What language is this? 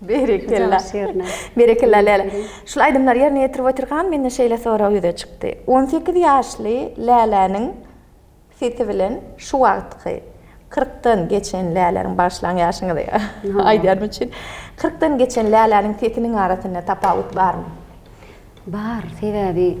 Turkmen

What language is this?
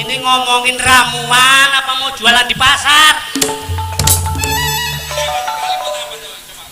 Betawi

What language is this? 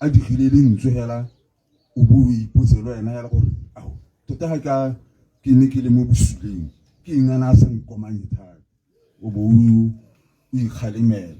Tswana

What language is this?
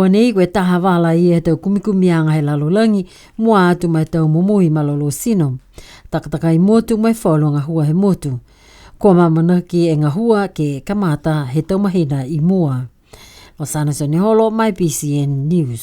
Niuean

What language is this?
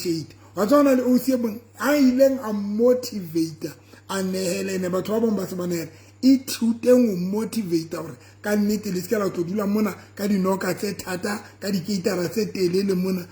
Southern Sotho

